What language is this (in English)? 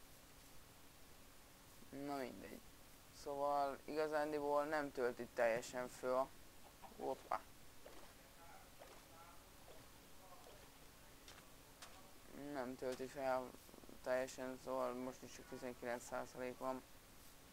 Hungarian